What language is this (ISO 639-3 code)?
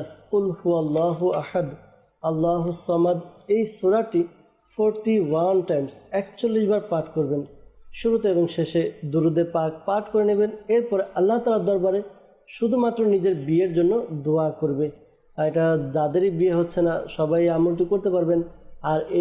ben